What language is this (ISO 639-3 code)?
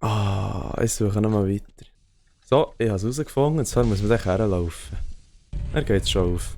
gsw